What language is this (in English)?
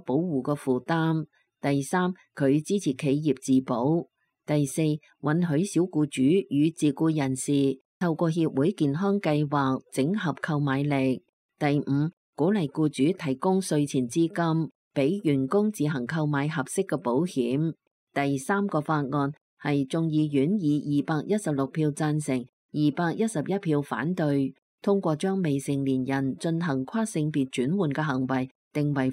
Cantonese